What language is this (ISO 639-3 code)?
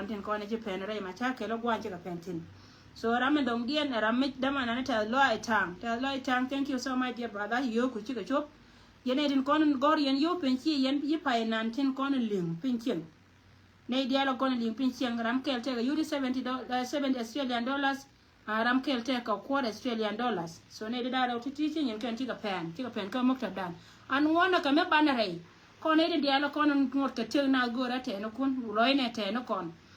nus